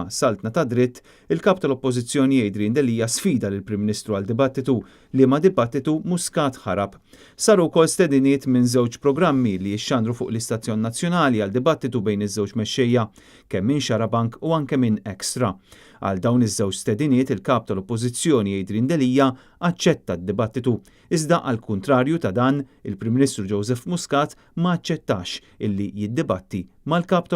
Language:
Maltese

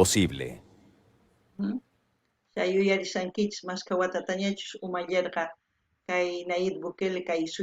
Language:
South Bolivian Quechua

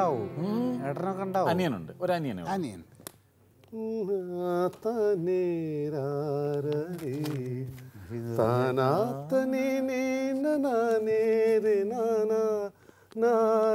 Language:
Malayalam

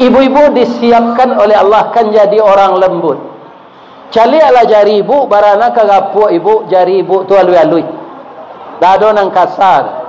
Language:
Minangkabau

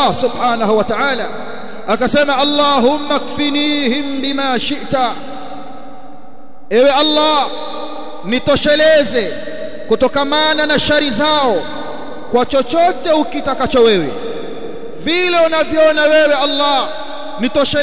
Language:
Swahili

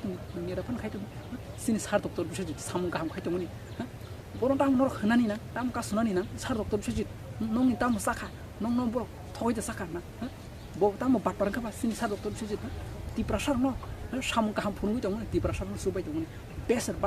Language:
Kok Borok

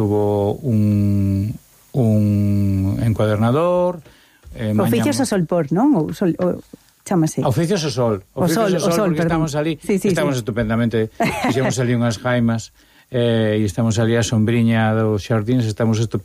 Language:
Galician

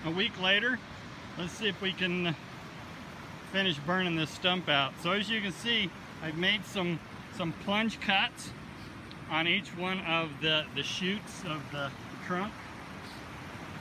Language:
English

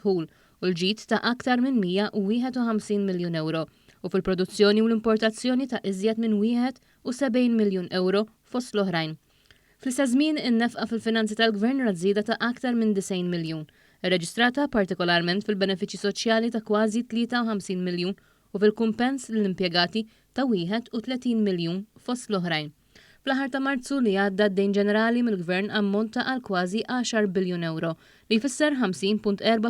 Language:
Maltese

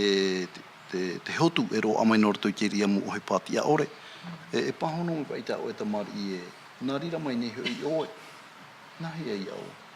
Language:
Tahitian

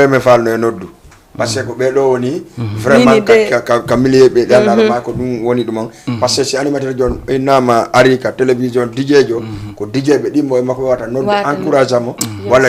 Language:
Fula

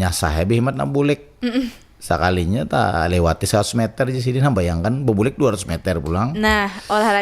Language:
Banjar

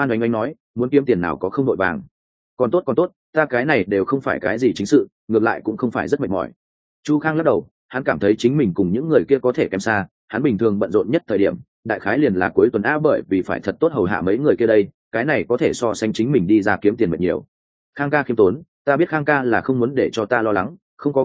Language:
Vietnamese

